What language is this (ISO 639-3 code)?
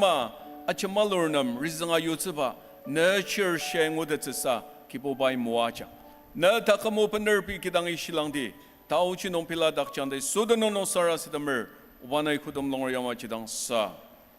njo